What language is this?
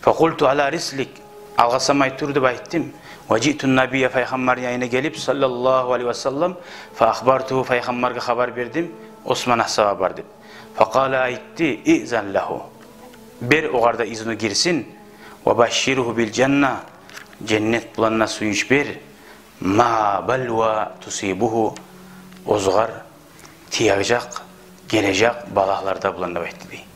Kumyk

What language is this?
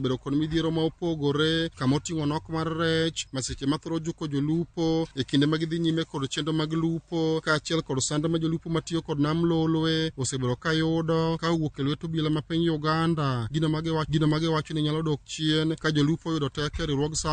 Luo (Kenya and Tanzania)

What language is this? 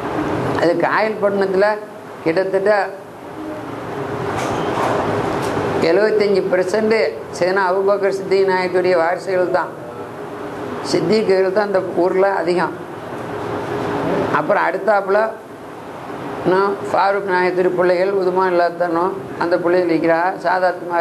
Tamil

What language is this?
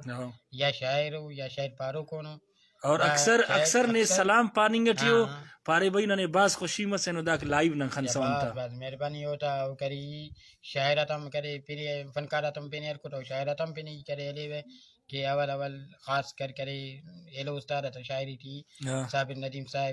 Brahui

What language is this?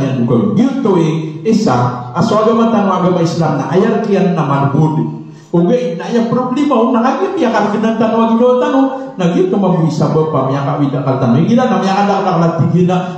Maranao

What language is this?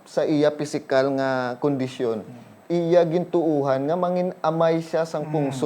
Hiligaynon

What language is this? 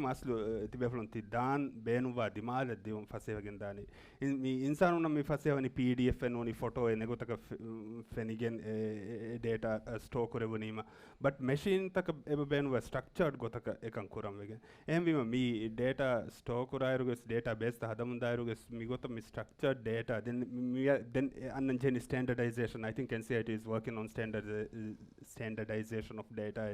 Divehi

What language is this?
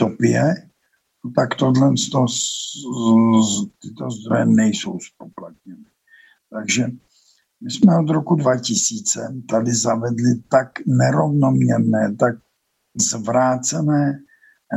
Czech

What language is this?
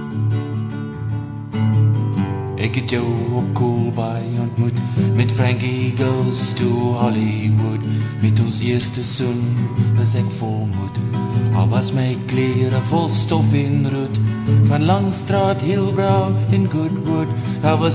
Afrikaans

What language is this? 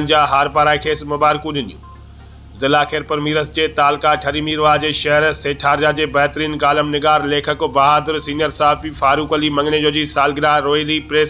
Sindhi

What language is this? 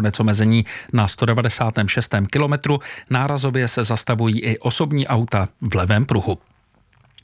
Czech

